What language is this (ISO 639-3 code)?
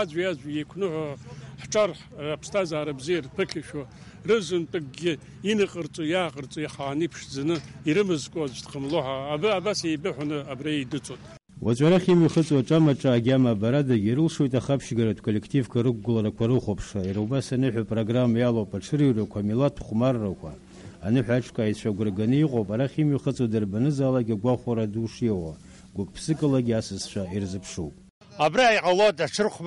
abk